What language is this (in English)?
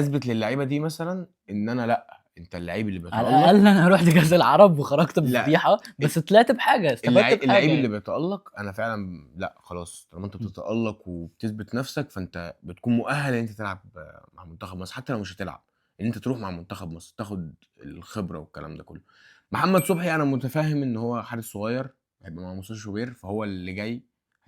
Egyptian Arabic